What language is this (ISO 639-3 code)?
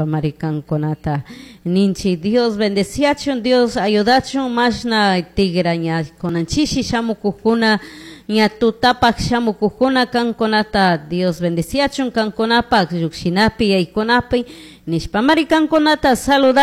qug